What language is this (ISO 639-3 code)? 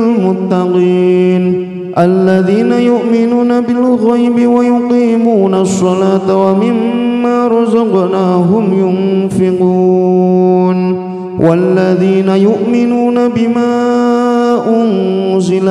ara